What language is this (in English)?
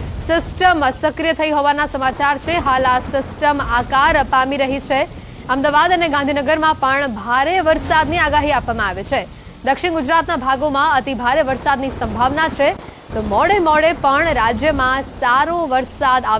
Gujarati